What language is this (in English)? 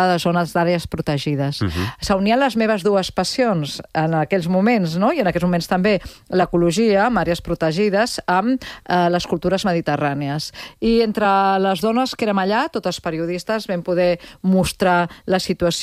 Catalan